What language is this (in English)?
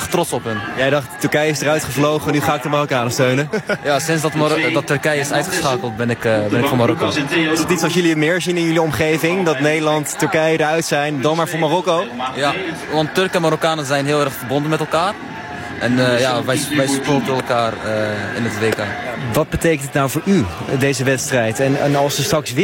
Dutch